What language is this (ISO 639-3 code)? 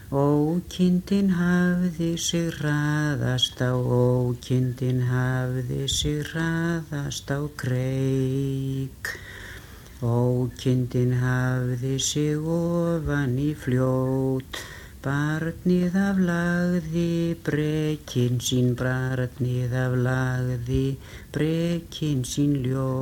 isl